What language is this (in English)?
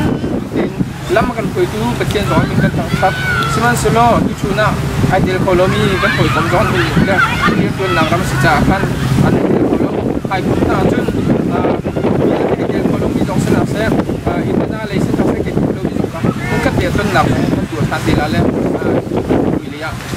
Hakha Chin